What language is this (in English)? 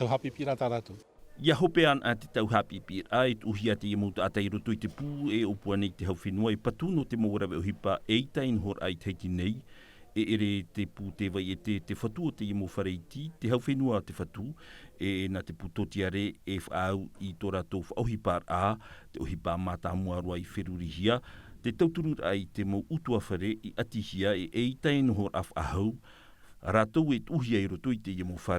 Tahitian